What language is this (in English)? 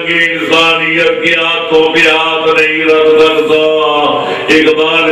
Urdu